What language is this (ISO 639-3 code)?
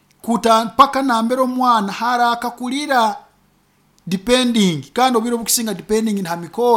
nyo